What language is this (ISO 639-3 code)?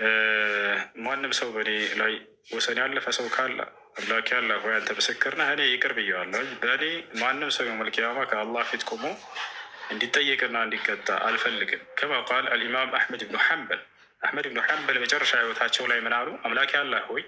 amh